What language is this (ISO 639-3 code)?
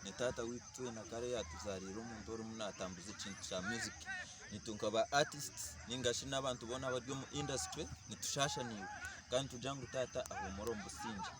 nyn